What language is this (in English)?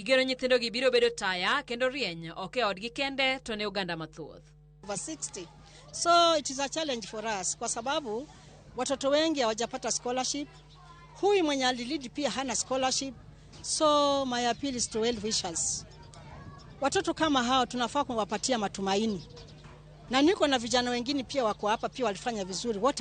Luo (Kenya and Tanzania)